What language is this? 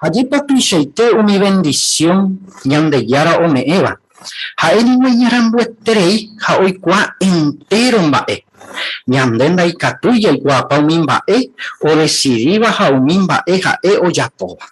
Guarani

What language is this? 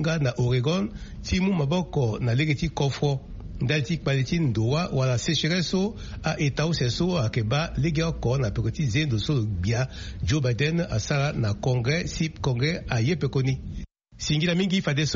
Sango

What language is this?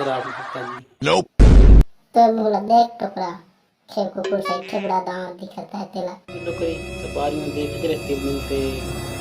Chhattisgarhi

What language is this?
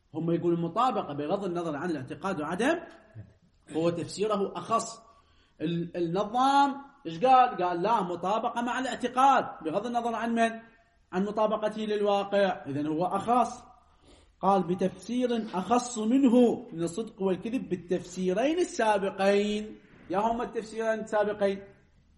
Arabic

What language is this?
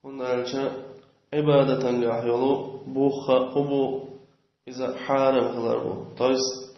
Chechen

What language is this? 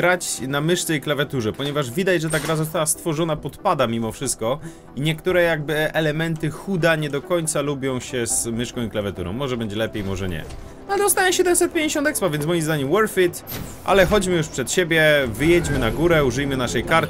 Polish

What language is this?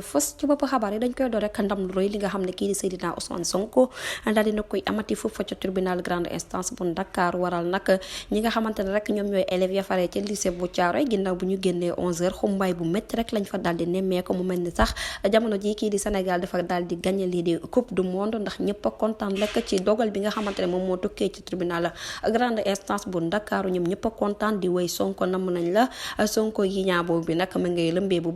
Wolof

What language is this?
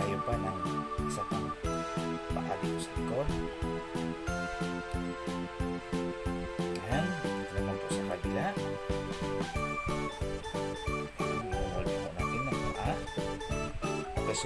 Filipino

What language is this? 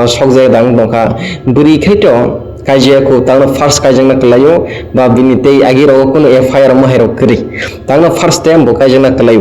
Kok Borok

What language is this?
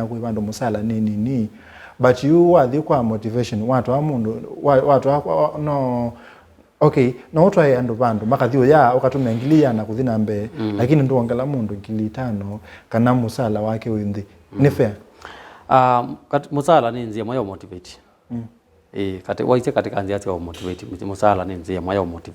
Kamba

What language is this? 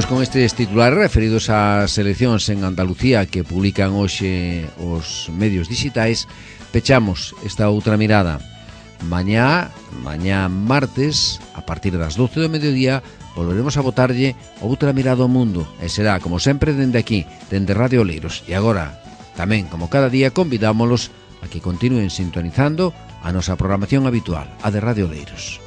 Galician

